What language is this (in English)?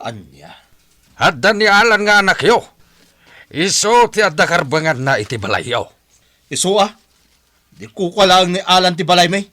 Iloko